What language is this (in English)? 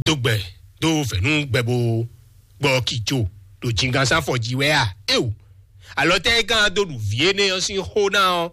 Fon